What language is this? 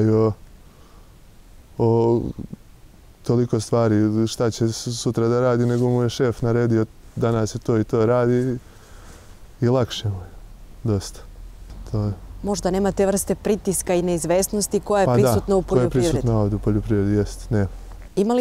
Bosnian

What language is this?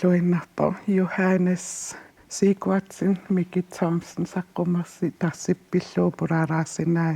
Kalaallisut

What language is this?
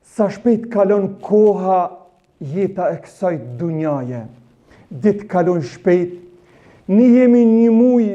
Albanian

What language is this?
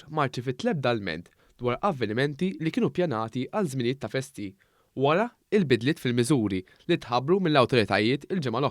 Maltese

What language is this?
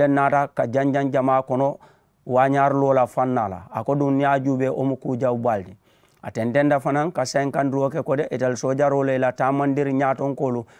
Mandingo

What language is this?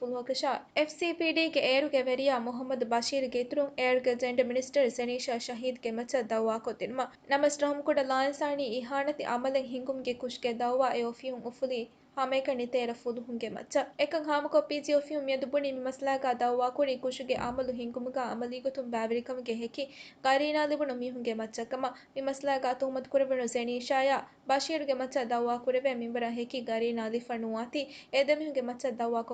Divehi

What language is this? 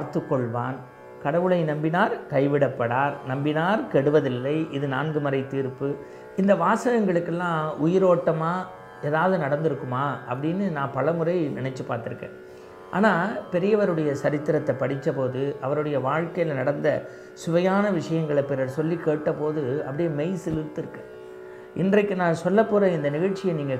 Tamil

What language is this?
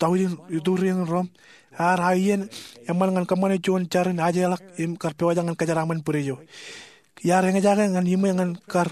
Marshallese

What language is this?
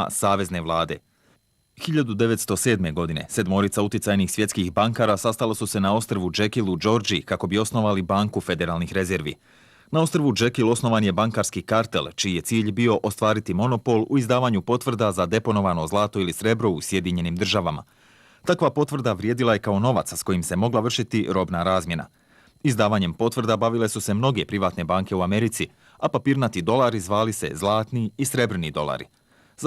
Bosnian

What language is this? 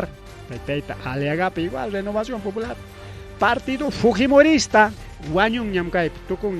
Ayacucho Quechua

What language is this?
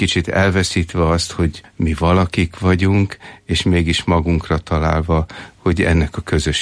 Hungarian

